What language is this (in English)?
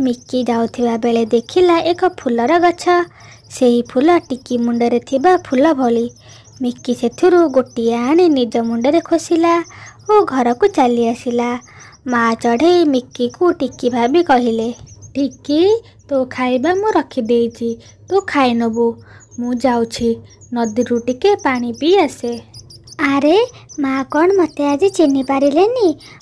Odia